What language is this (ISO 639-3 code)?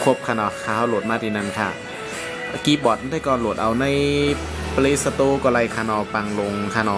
shn